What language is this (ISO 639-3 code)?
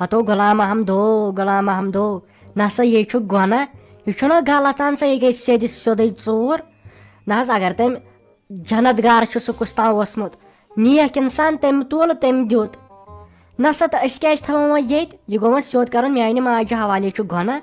kas